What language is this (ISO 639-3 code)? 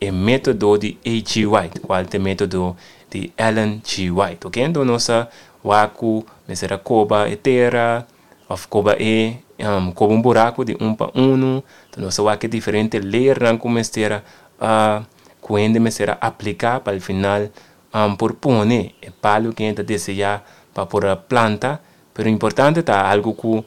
pap